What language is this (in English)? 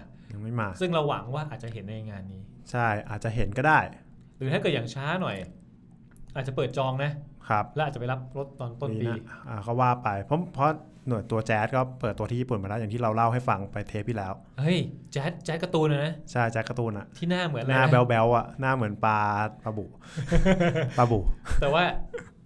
Thai